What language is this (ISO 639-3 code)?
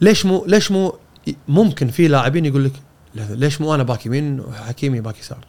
afb